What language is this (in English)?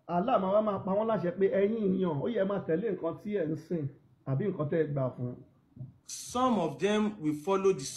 Yoruba